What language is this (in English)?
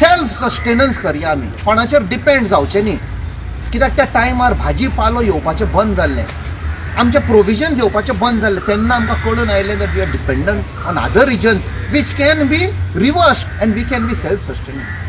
Konkani